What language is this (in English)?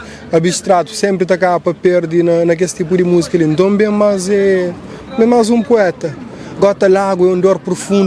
Kabuverdianu